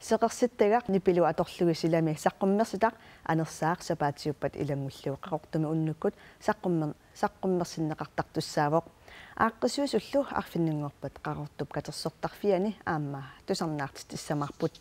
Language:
Kalaallisut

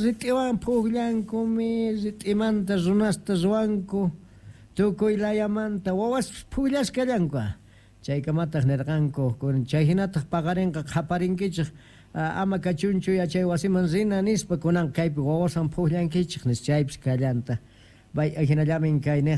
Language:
South Bolivian Quechua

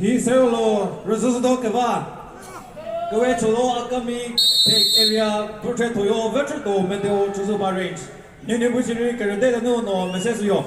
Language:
Chokri Naga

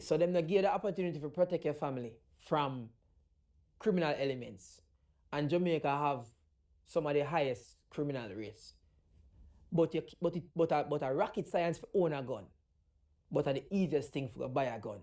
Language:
Jamaican Creole English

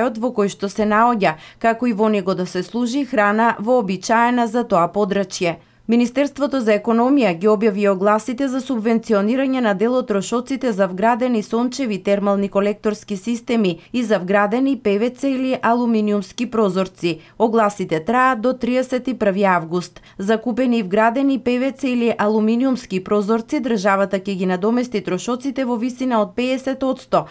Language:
Macedonian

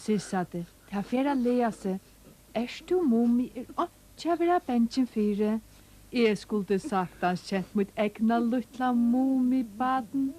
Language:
Faroese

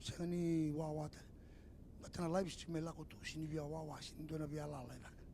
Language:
Fijian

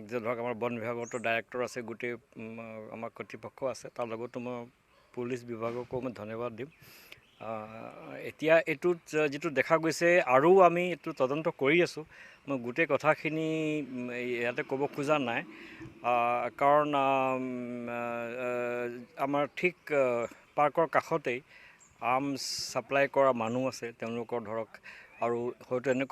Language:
Assamese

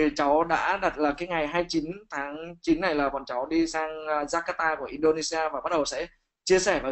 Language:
Vietnamese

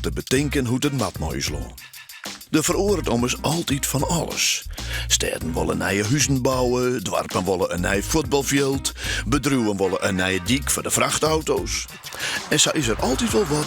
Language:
Western Frisian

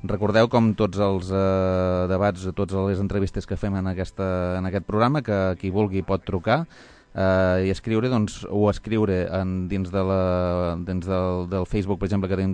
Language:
Catalan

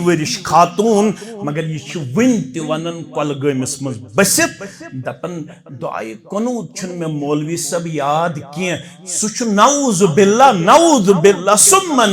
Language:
Kashmiri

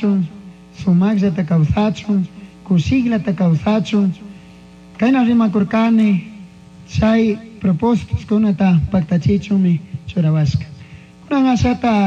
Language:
Chimborazo Highland Quichua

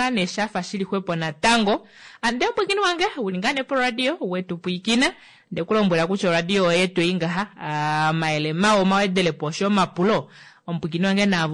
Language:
Kuanyama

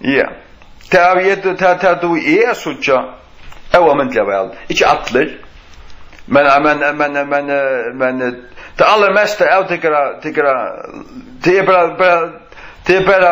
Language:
Faroese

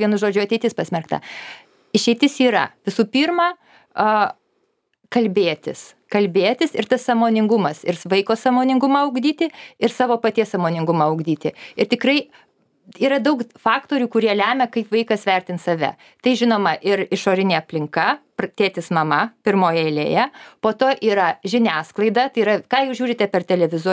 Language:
Lithuanian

